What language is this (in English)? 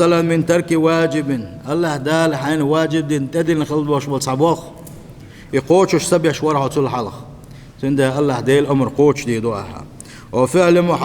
Chechen